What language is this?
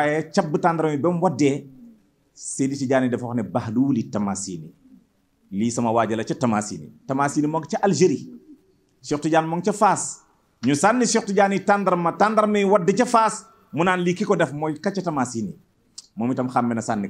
Wolof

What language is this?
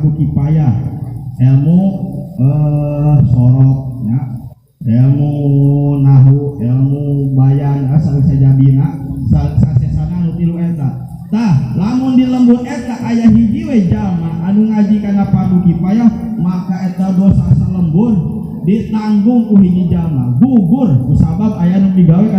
Sundanese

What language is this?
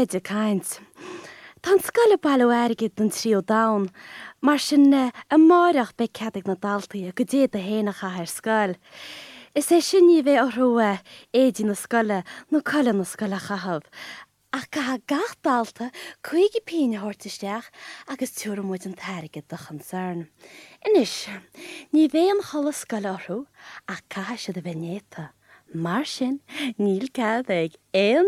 Irish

